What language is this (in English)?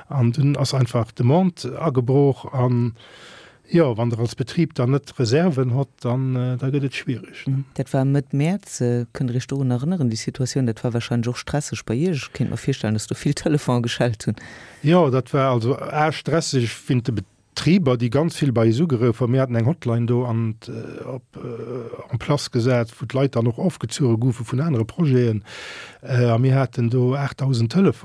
Luxembourgish